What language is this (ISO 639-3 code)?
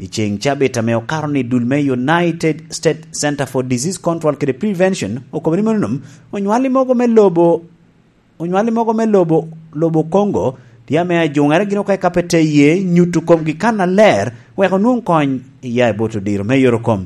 laj